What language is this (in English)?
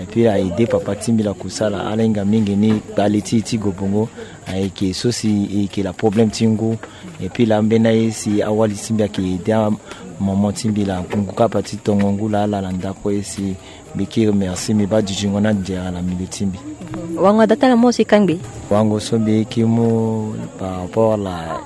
Sango